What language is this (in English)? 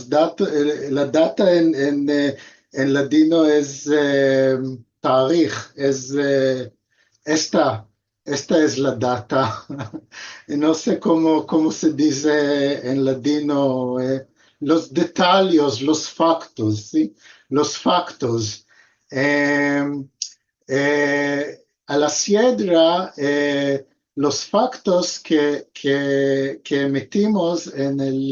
Ladino